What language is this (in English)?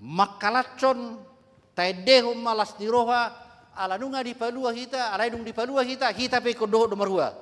Batak Toba